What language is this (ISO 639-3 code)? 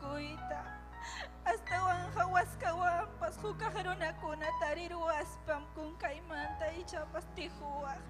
quy